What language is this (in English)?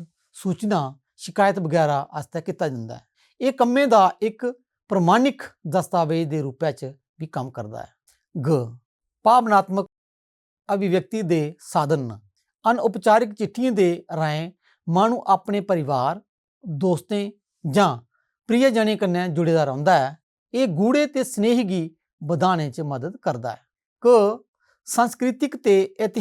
Dogri